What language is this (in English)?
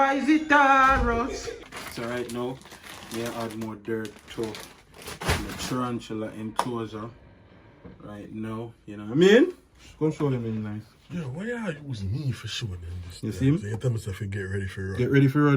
Jamaican Creole English